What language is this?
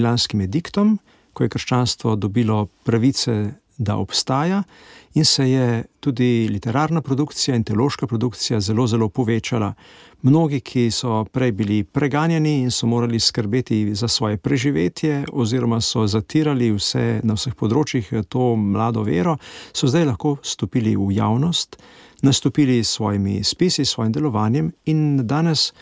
Slovenian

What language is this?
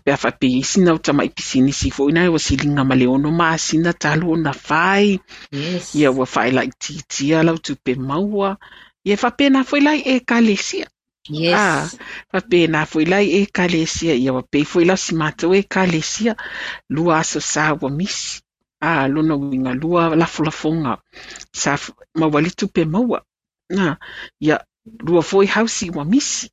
Samoan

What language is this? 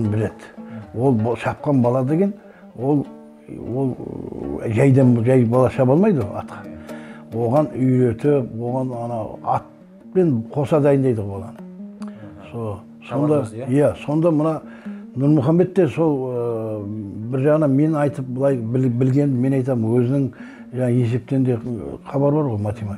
Kazakh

